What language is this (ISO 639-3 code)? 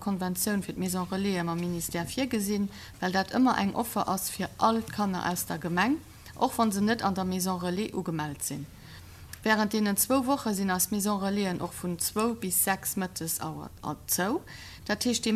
ltz